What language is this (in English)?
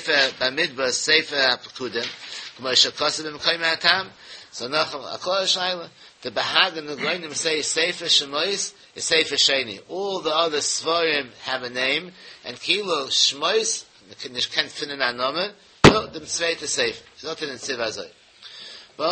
Yiddish